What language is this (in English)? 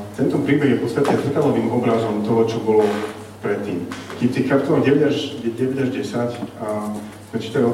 Slovak